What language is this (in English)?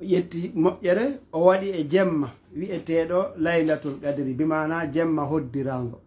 Fula